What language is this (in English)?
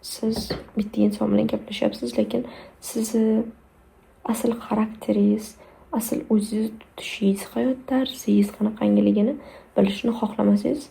Uzbek